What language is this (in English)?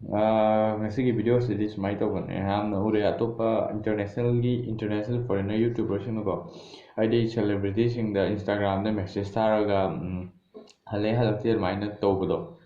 Manipuri